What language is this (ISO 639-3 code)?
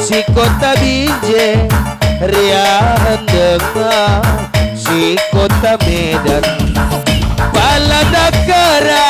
btx